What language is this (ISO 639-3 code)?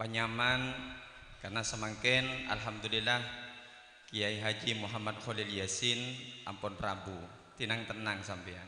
mad